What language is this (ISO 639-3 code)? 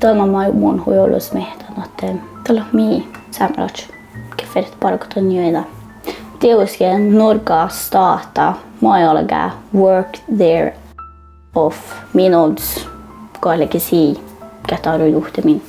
sme